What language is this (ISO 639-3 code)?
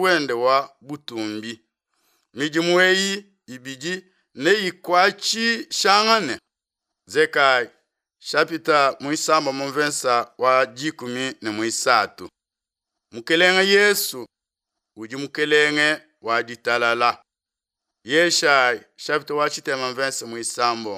lua